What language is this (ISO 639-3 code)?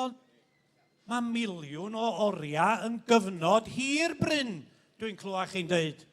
cym